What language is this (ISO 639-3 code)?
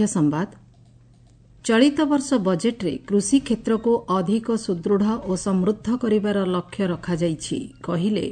ori